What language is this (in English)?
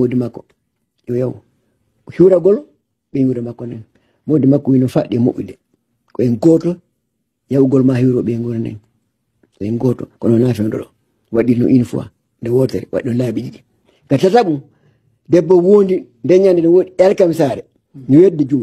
Fula